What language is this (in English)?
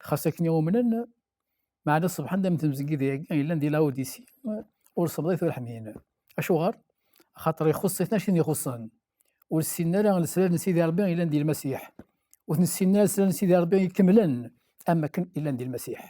Kabyle